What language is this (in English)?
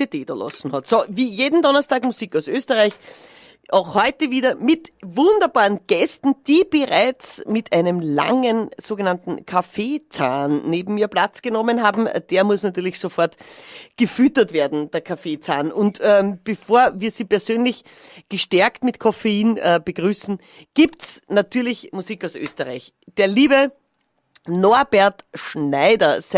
Bavarian